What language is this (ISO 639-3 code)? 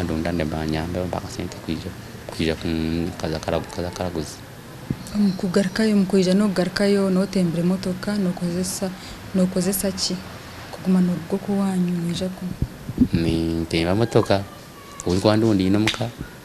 nyn